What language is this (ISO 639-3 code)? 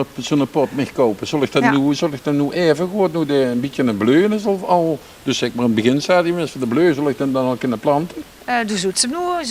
lim